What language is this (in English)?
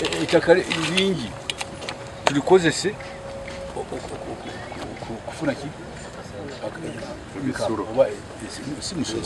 Ganda